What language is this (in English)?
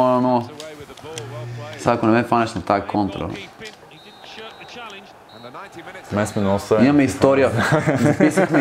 Bulgarian